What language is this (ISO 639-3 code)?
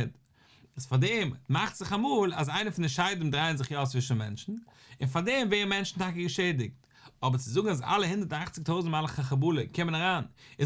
yid